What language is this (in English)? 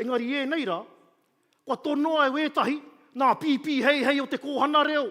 Māori